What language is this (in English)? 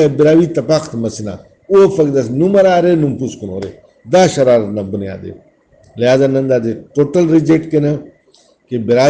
Brahui